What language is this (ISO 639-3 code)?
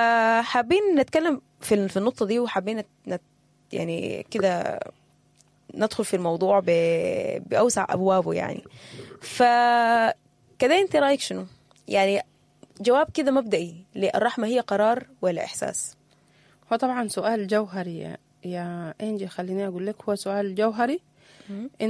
apd